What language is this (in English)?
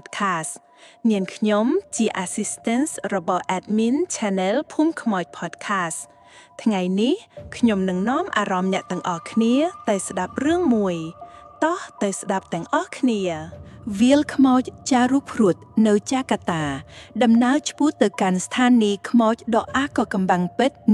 Khmer